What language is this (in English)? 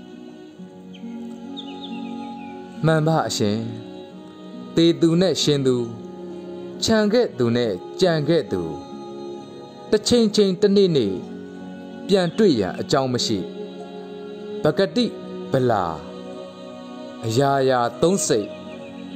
Burmese